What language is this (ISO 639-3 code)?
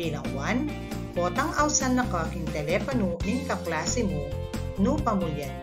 pam